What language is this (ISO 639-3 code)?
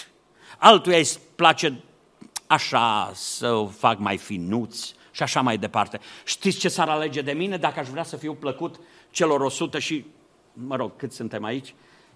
ron